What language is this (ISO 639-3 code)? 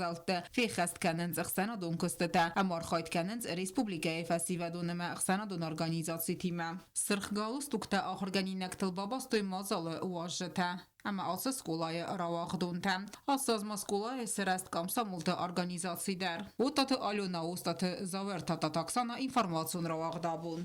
oss